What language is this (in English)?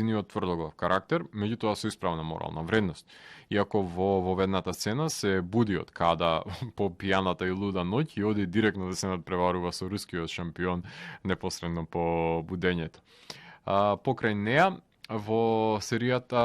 Macedonian